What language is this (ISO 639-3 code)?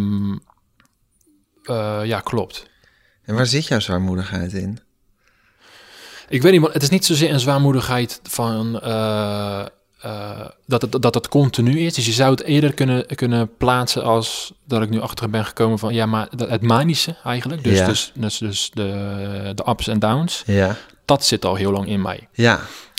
nld